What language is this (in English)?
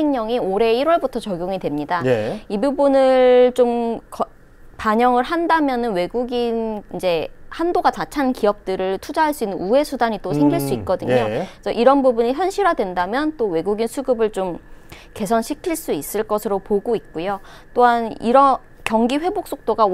Korean